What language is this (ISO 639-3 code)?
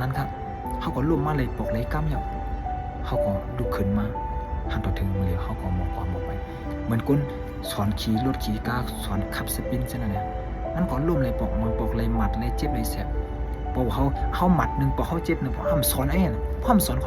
shn